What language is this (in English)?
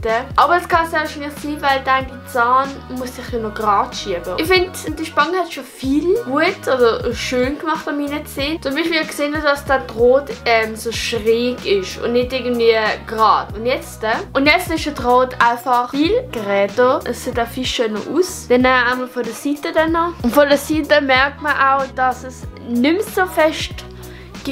Swiss German